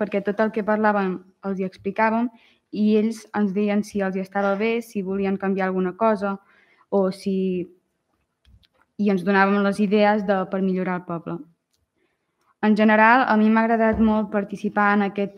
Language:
Catalan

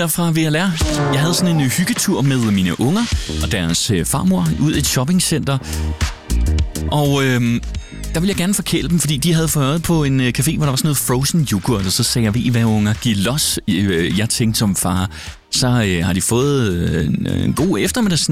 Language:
Danish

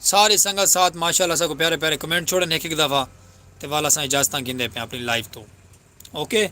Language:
Saraiki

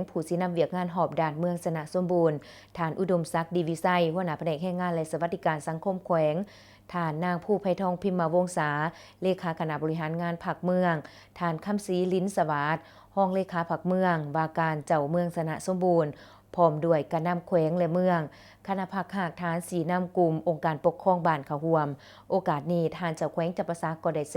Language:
Lao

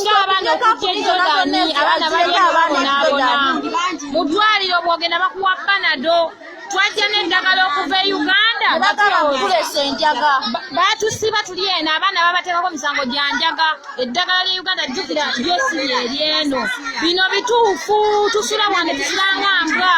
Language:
Ganda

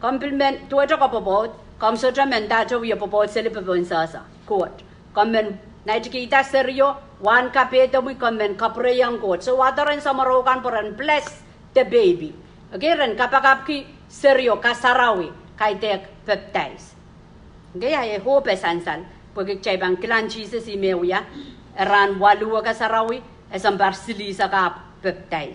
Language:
Pohnpeian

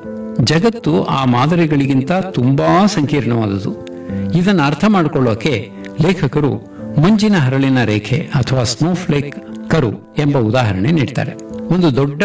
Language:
Kannada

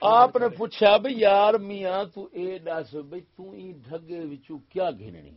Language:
Saraiki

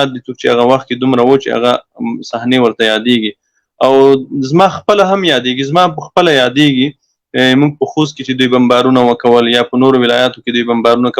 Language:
Pashto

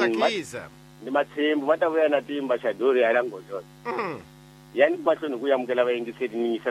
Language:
Tsonga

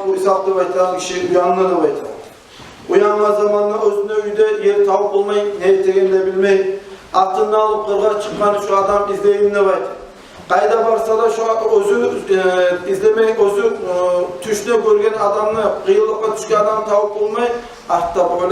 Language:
Kumyk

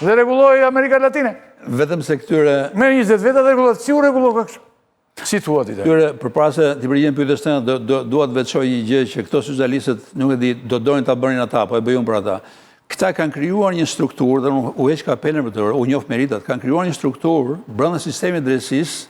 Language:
Albanian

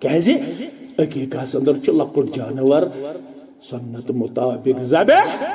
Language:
Kashmiri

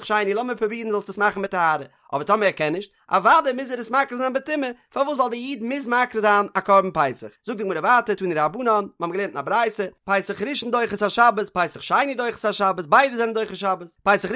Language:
Yiddish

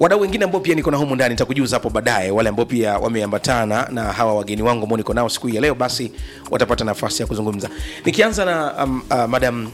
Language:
Swahili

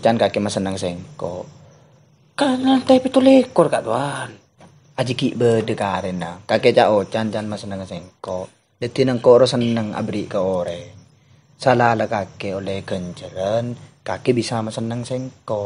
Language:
Madurese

